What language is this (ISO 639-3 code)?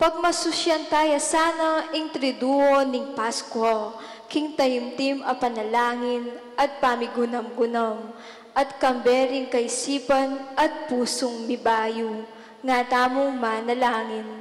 pam